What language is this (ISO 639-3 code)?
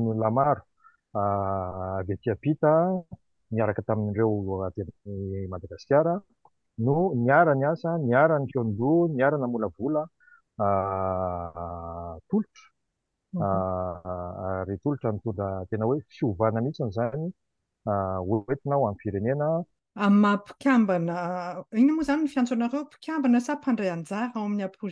mlg